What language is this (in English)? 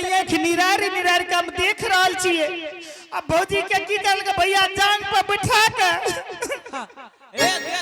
Angika